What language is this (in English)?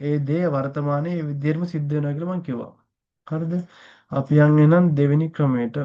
Sinhala